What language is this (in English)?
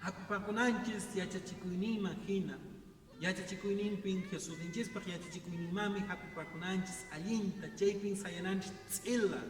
Quechua